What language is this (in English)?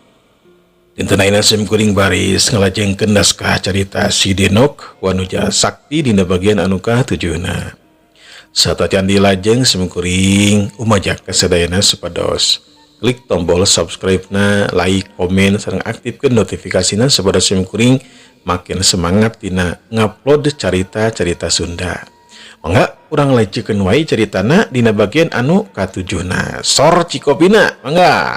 Sundanese